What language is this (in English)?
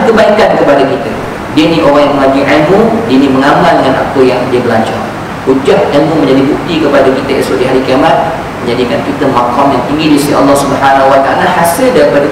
Malay